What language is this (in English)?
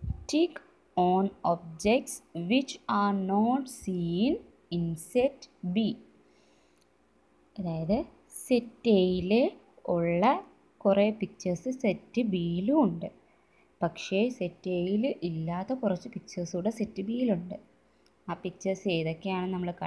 Malayalam